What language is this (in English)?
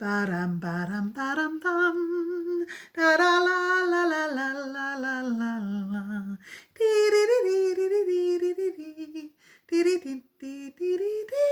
Welsh